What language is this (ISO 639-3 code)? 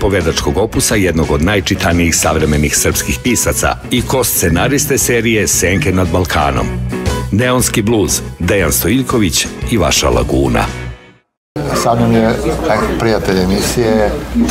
srp